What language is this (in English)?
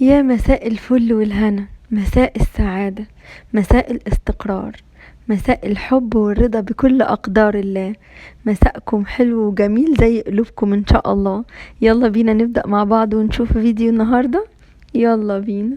Egyptian Arabic